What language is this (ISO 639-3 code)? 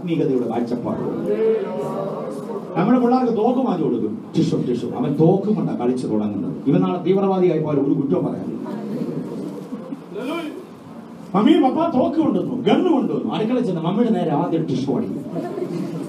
mal